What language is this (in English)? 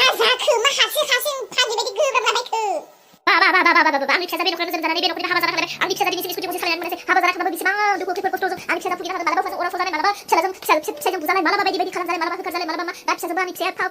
Bodo